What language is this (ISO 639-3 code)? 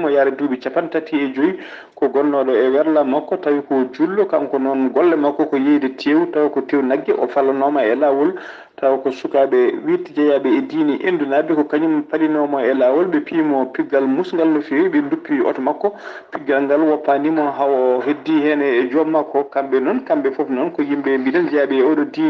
ful